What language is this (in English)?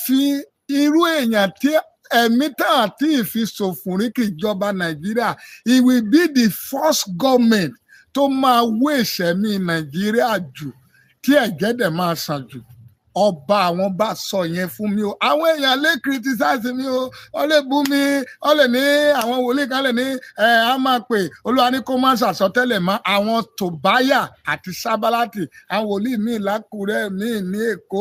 Yoruba